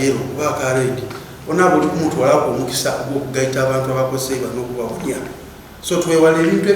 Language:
Soga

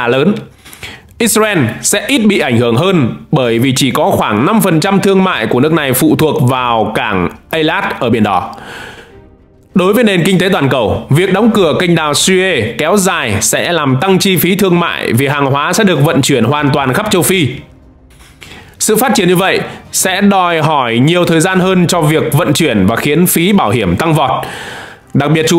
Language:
Vietnamese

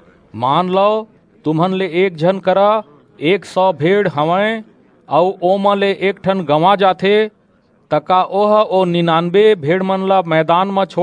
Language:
Chhattisgarhi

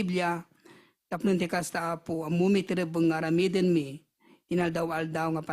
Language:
Iloko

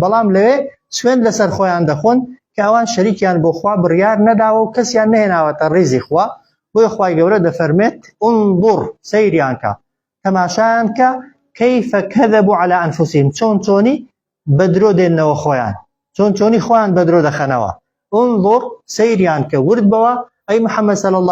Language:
Central Kurdish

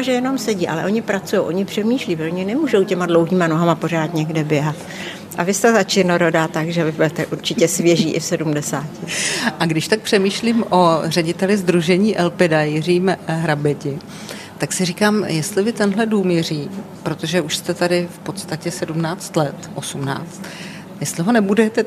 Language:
Czech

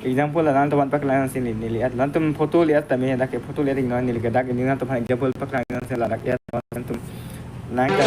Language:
Karbi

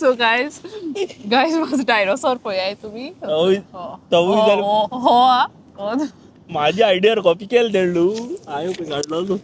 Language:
Konkani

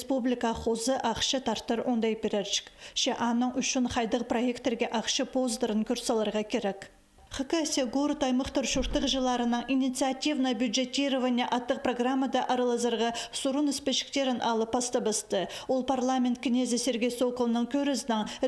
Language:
Khakas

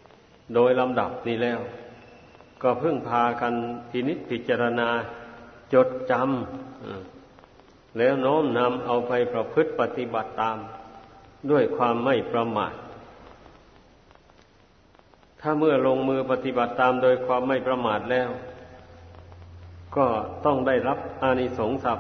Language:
Thai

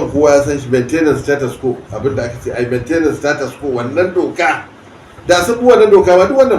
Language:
Hausa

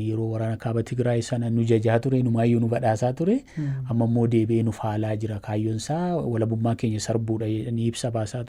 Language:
Oromo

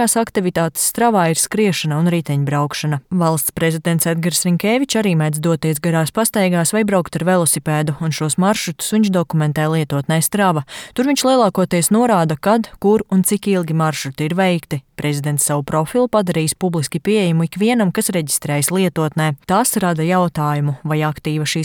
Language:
Latvian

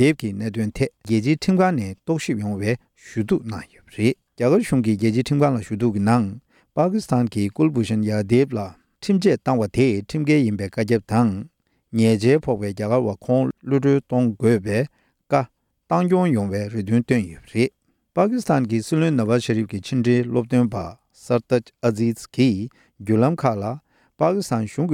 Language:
Tibetan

